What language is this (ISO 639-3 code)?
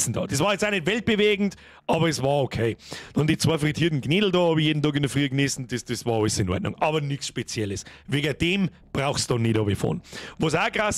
bar